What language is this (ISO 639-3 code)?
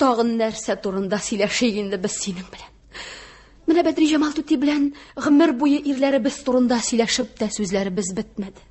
tat